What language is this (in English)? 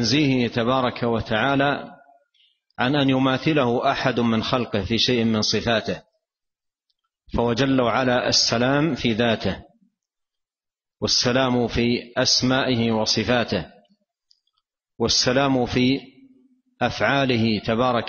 Arabic